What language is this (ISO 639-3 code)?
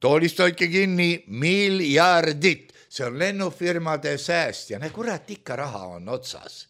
est